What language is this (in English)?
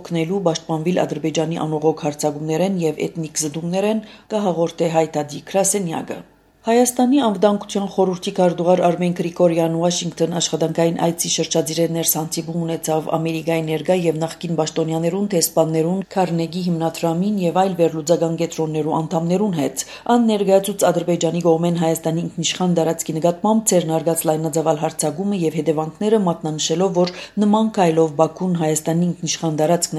Armenian